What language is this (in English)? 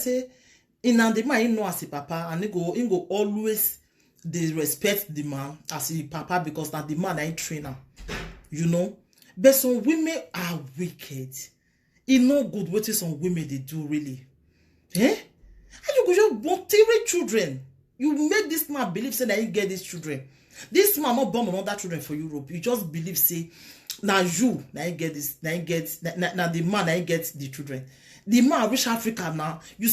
Nigerian Pidgin